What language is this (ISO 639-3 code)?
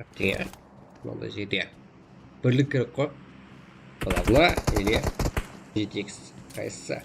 kaa